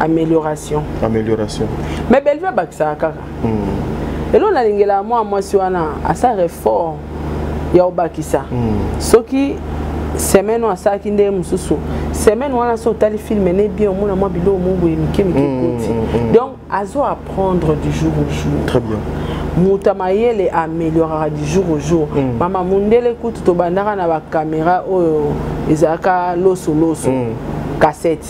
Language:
Lingala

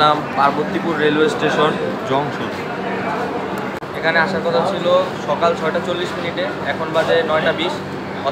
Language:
Bangla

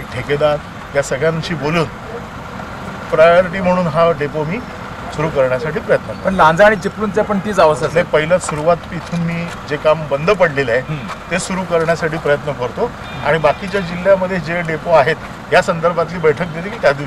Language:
Marathi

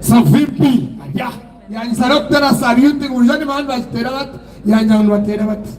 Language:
Nyankole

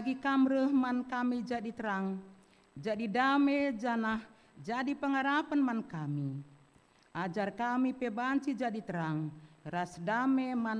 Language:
Batak Karo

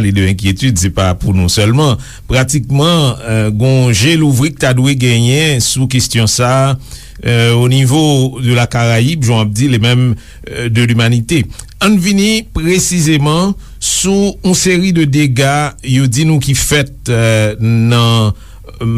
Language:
Haitian Creole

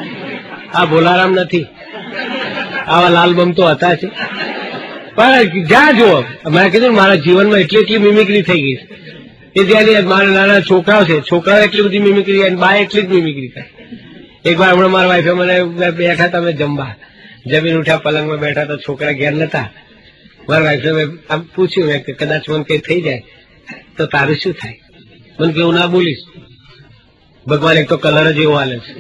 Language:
Gujarati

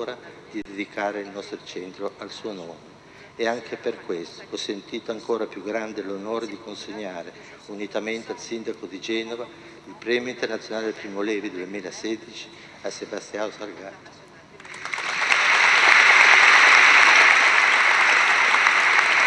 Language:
Italian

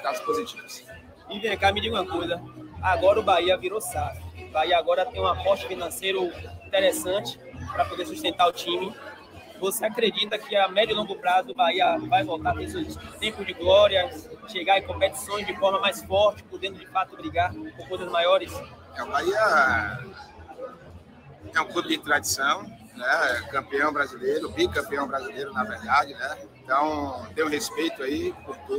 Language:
Portuguese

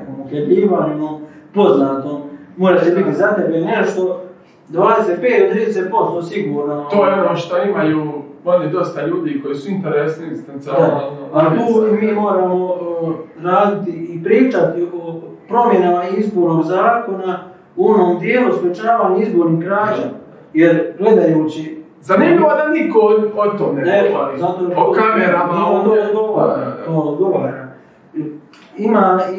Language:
Croatian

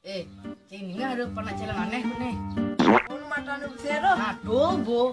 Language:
Balinese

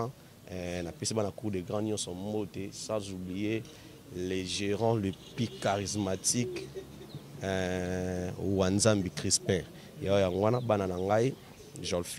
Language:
Lingala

